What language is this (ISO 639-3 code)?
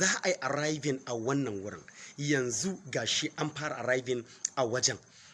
hau